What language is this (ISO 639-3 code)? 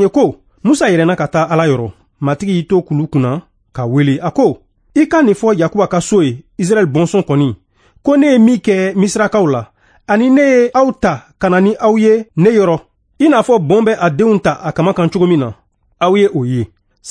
bam